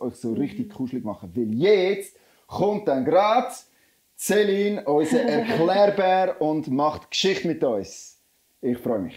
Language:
Swiss German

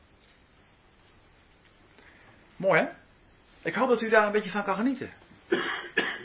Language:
Dutch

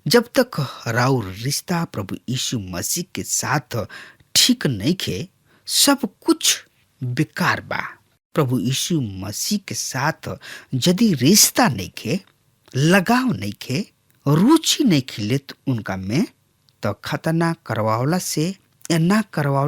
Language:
Bhojpuri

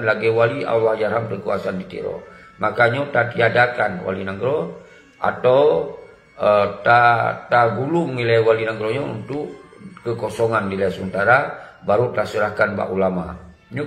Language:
Achinese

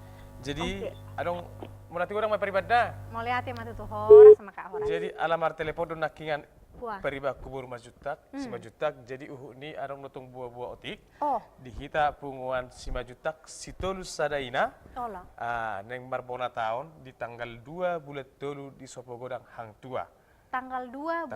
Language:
Batak Toba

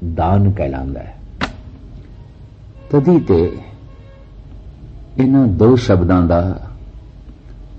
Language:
Punjabi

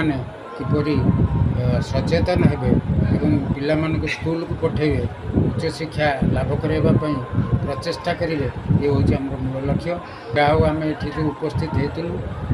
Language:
Odia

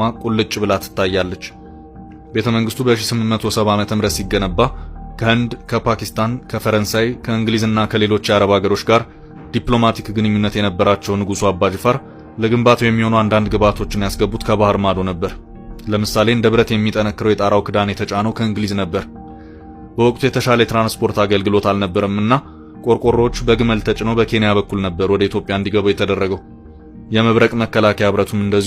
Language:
Amharic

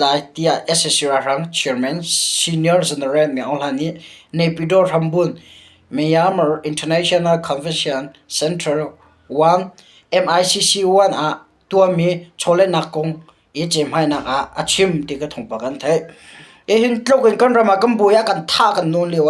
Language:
Hakha Chin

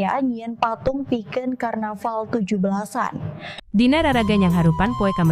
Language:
Sundanese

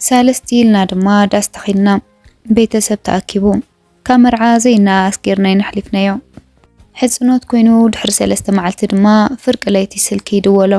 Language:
Tigrinya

